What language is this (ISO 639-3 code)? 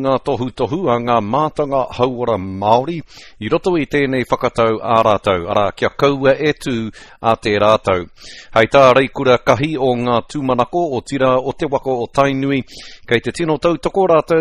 mri